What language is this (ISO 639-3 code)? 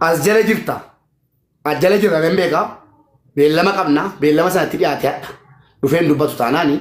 orm